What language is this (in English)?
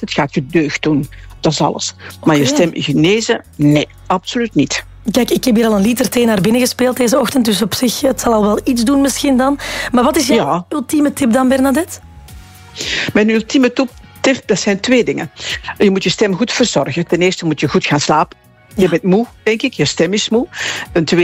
Dutch